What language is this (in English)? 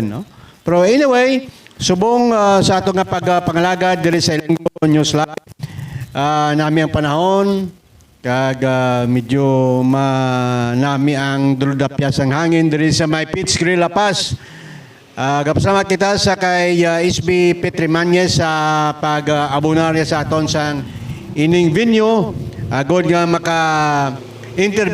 Hiligaynon